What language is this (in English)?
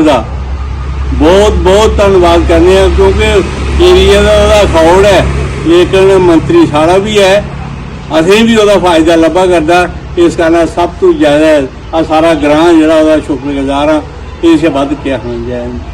Dogri